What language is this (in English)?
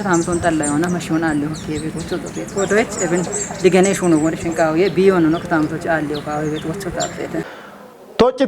Kafa